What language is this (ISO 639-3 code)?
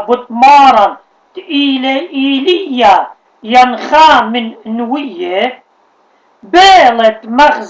aii